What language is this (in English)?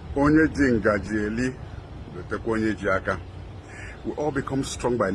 Nigerian Pidgin